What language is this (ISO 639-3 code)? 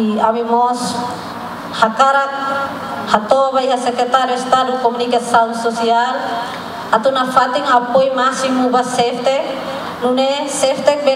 tet